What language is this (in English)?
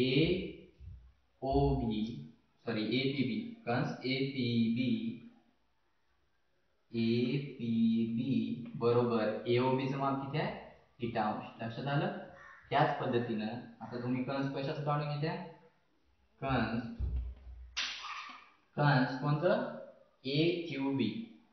Marathi